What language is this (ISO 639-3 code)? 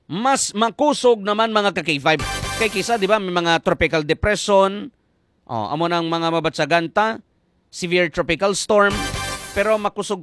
hil